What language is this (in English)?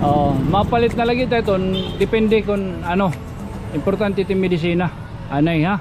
Waray